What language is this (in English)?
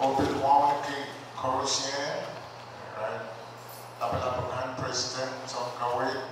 Pohnpeian